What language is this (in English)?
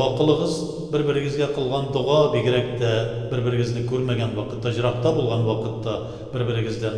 Tatar